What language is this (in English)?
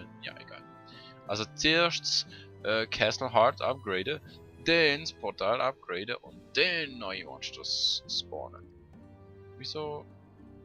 Swiss German